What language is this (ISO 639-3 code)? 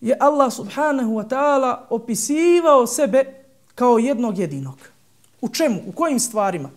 bos